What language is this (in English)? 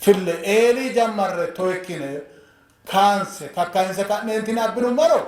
Sidamo